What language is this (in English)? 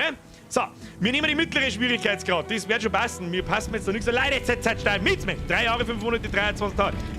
Bavarian